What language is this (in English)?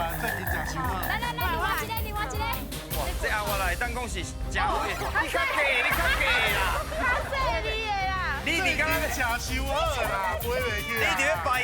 Min Nan Chinese